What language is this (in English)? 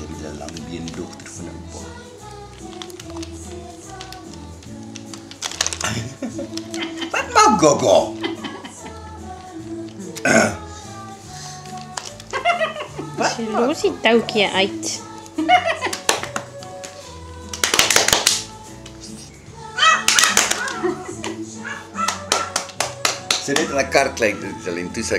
Afrikaans